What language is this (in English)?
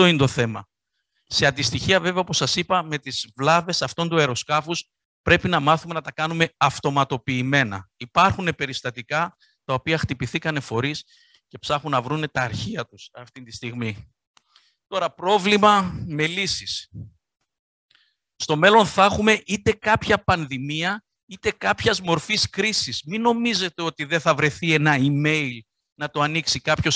Greek